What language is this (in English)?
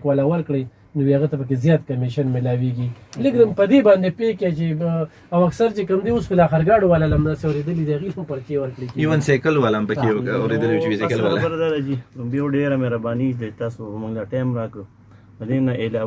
Pashto